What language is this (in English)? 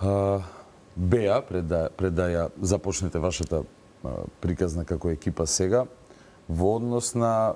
Macedonian